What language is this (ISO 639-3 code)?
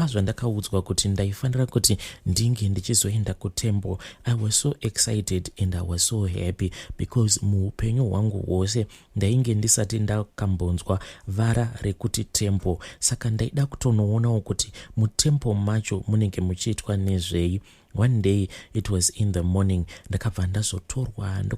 sna